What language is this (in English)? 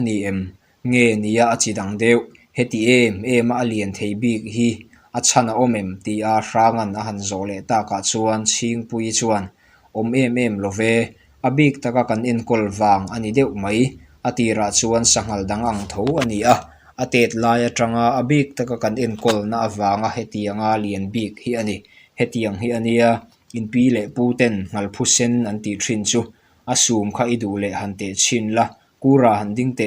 Mizo